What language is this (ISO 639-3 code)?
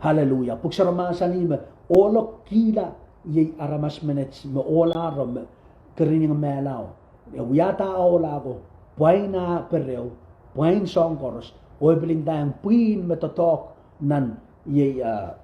pon